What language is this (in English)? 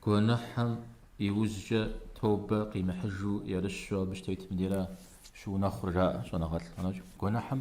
Kabardian